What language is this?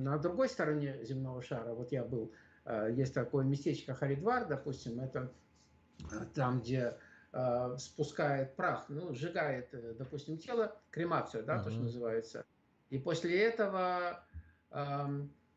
Russian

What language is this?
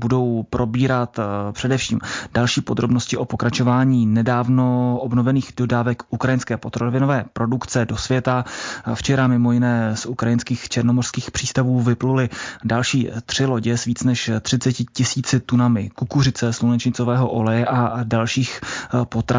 Czech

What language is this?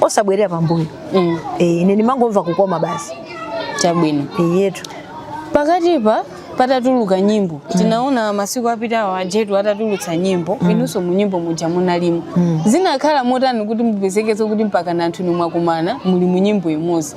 Nyanja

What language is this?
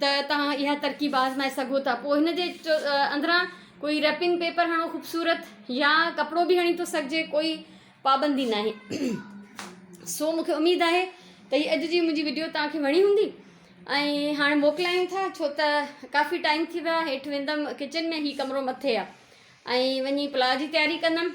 Sindhi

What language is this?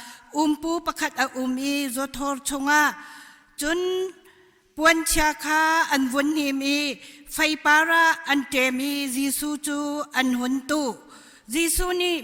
Hakha Chin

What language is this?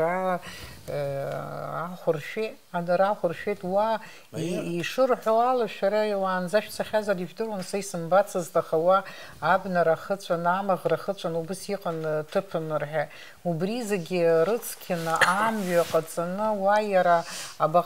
Abkhazian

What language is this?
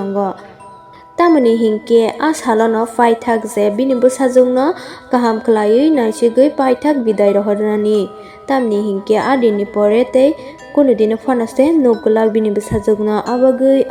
Kok Borok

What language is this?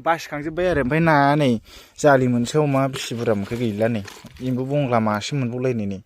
Bodo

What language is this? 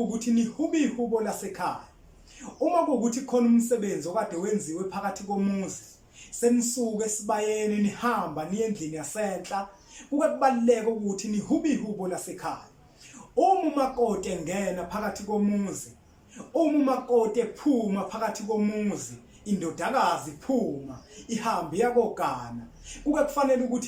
Zulu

